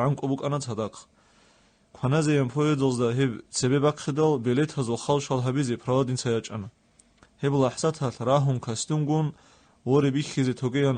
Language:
Avaric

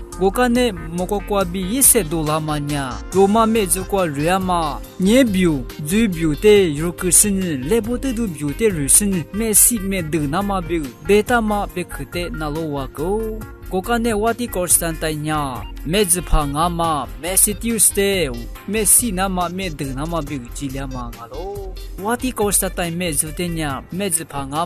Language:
Lisu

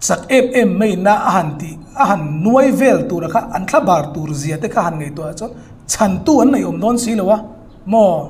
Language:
Hmar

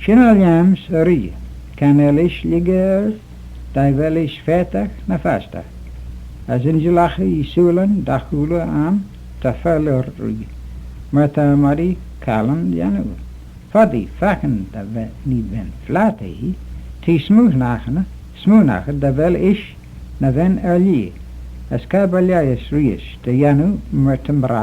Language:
Manx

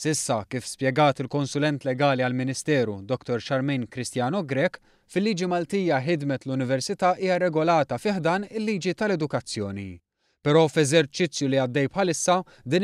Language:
Maltese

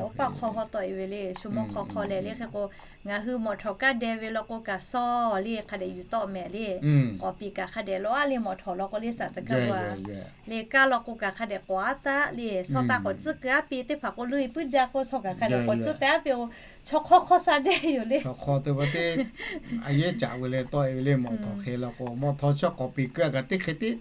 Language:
Lahu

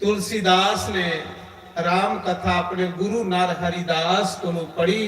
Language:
Dogri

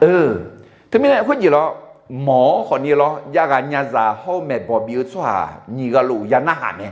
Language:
Akha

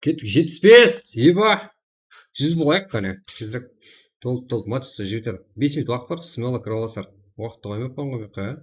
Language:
Kara-Kalpak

